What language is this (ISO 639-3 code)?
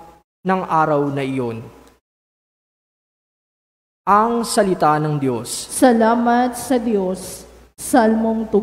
fil